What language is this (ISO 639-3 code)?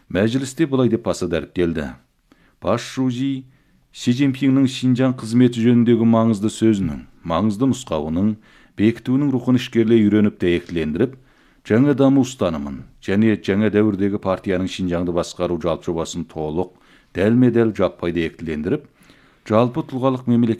kaz